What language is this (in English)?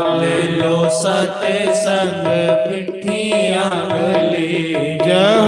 Dogri